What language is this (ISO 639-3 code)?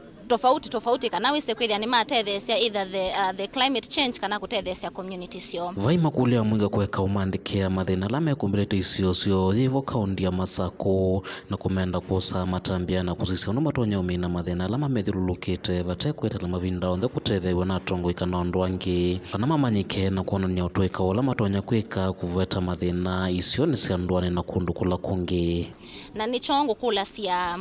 kam